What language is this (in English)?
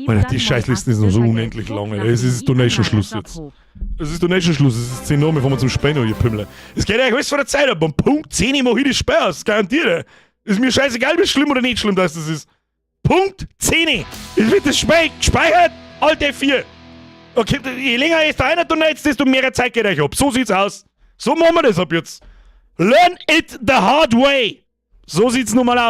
Bavarian